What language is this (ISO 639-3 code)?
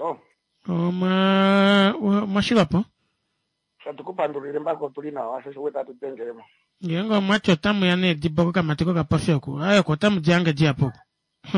kua